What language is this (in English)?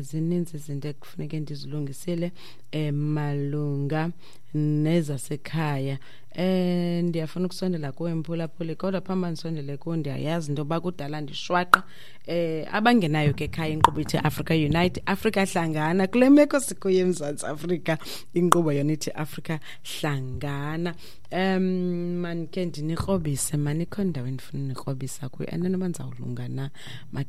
Xhosa